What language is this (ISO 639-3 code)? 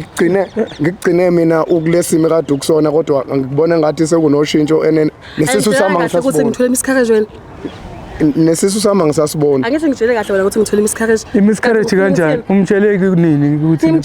zul